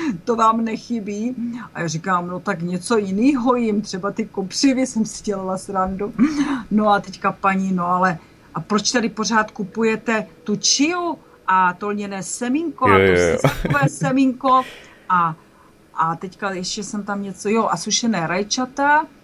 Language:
Czech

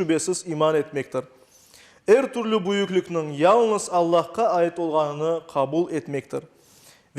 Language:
Crimean Tatar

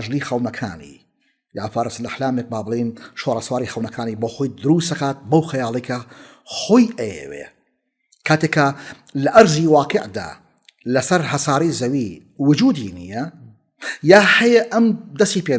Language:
Central Kurdish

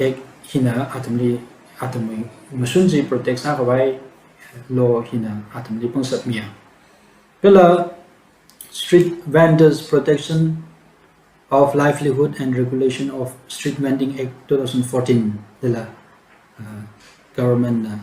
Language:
Tangkhul Naga (India)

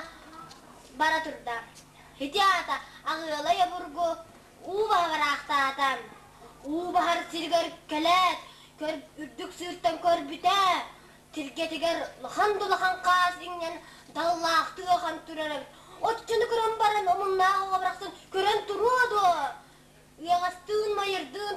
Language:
Yakut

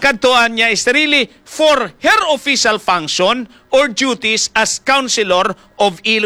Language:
Filipino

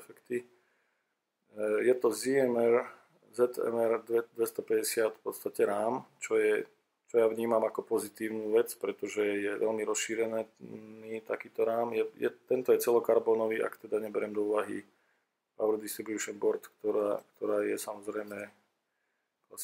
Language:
Slovak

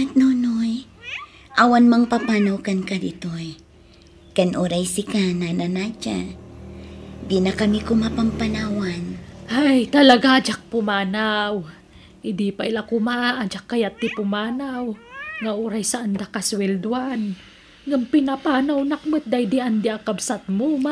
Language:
Iloko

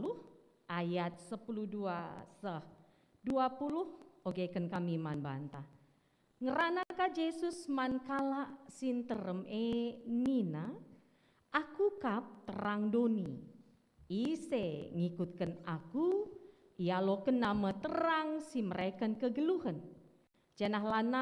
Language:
Batak Karo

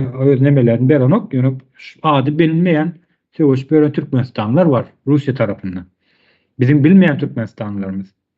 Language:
Turkmen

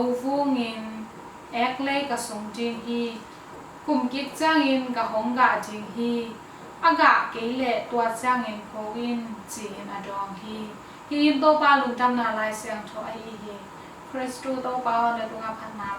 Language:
Tedim Chin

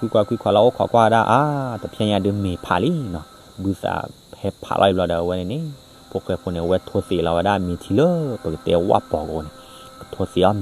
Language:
S'gaw Karen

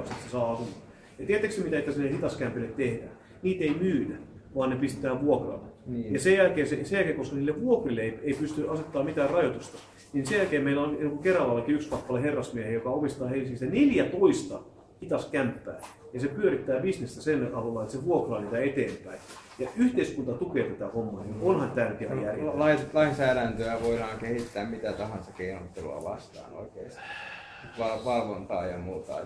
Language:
Finnish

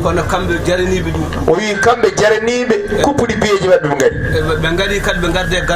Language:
Fula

